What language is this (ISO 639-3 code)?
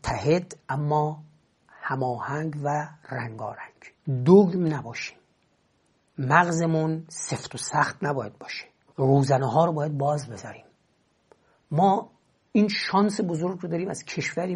fas